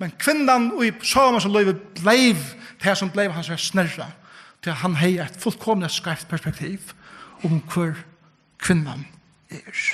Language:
Faroese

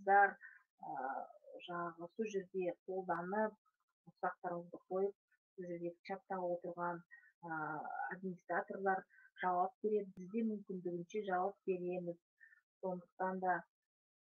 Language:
Kazakh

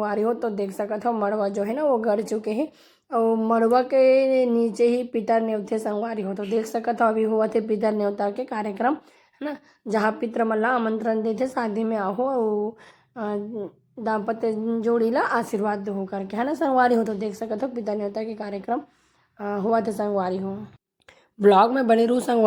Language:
Chhattisgarhi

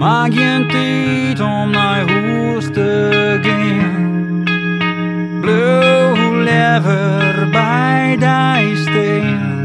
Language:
Western Frisian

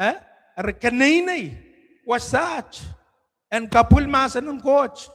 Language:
Pohnpeian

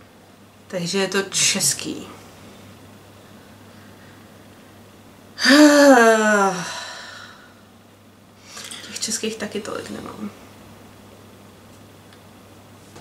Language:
Czech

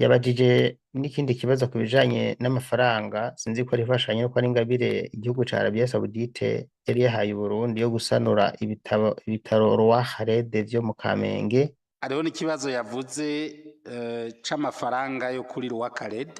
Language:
Rundi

